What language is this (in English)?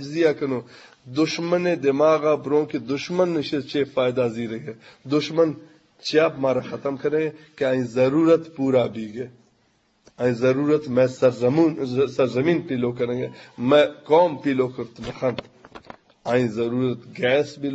Eastern Balochi